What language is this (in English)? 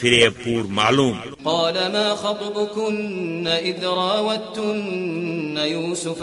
Kashmiri